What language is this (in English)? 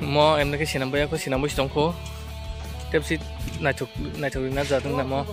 Kok Borok